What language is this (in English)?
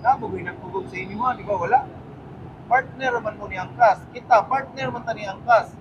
Cebuano